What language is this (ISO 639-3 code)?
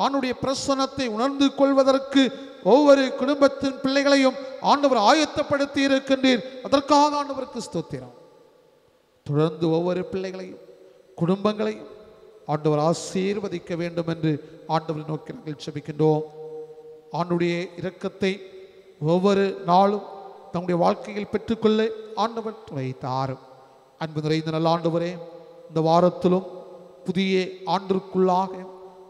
tam